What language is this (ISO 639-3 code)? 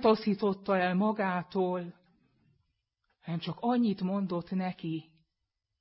hun